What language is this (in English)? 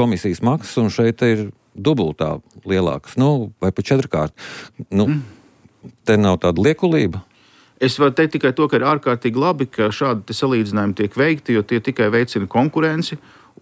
Latvian